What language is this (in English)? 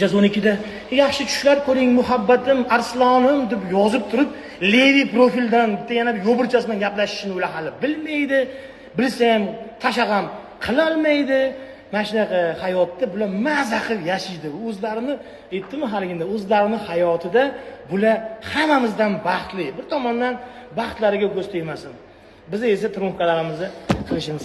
Uzbek